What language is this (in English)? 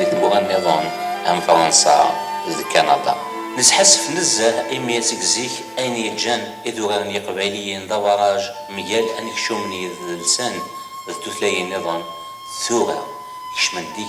Kabyle